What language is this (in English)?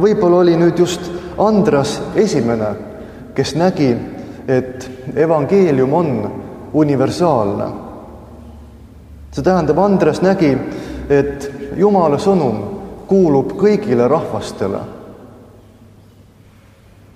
Estonian